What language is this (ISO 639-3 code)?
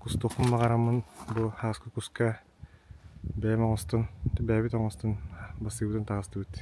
sah